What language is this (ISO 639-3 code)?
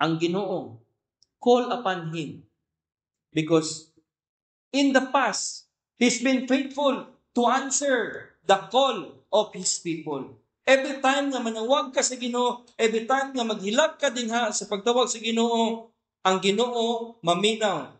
ceb